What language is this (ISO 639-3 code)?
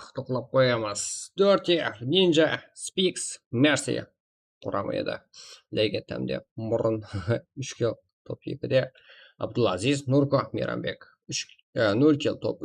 kaa